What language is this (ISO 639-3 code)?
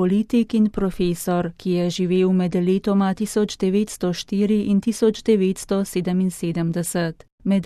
slv